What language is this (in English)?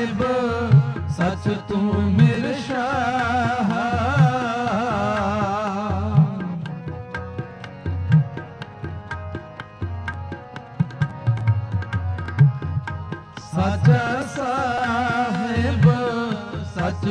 Punjabi